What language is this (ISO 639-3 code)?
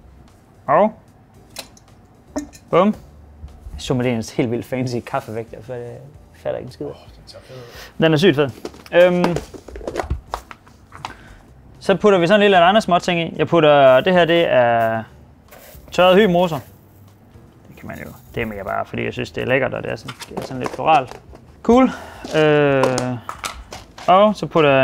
dan